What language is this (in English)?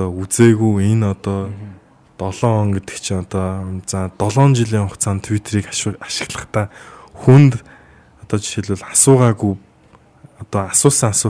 Mongolian